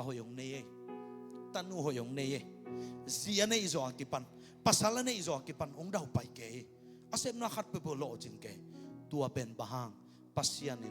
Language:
Tedim Chin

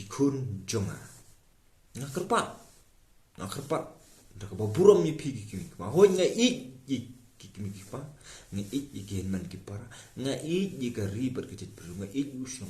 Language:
Khasi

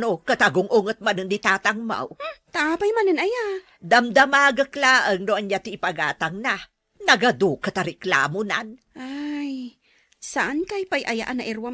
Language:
Iloko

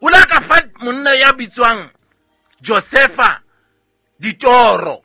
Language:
Southern Sotho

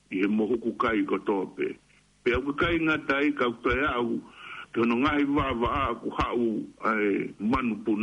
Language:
Tongan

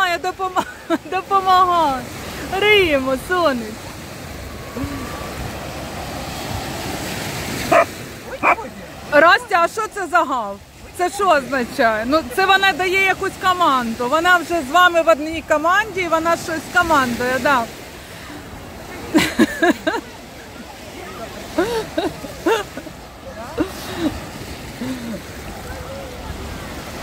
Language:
Ukrainian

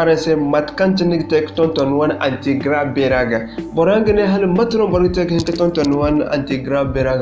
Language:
Zarma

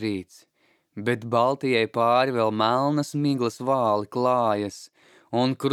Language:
Latvian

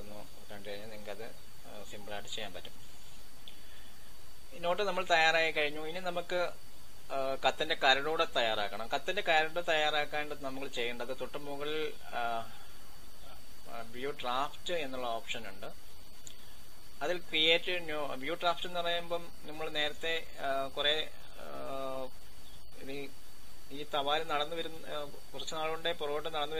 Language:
Malayalam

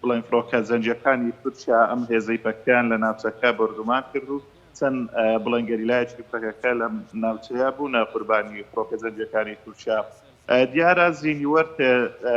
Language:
Central Kurdish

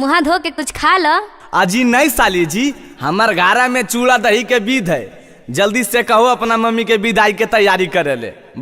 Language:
Magahi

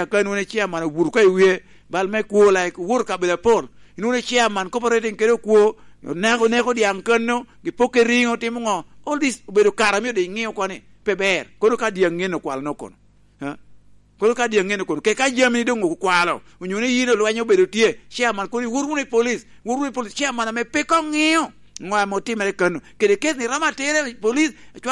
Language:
Lango (Uganda)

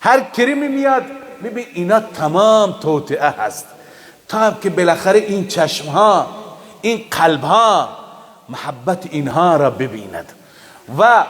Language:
Persian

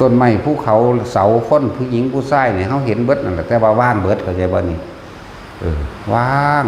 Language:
Northeastern Thai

